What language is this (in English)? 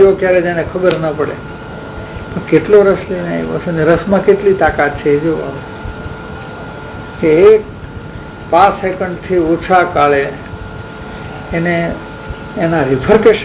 Gujarati